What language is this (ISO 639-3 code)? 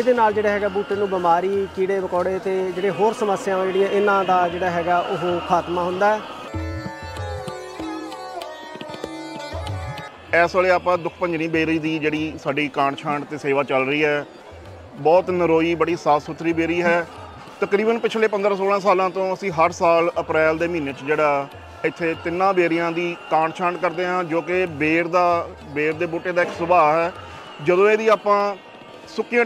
pan